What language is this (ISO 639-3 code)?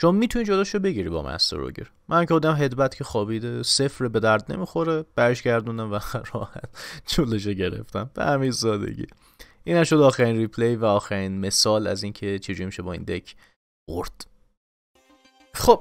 fas